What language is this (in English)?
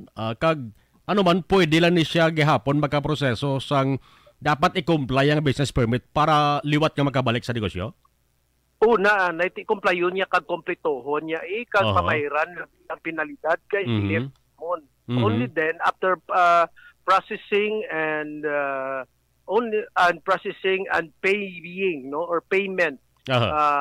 Hiligaynon